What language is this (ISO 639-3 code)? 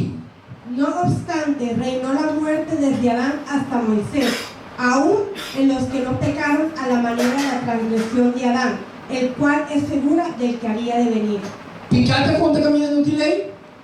pap